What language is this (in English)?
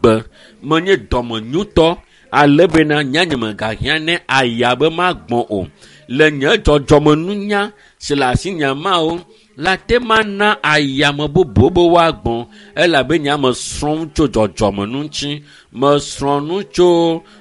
Ewe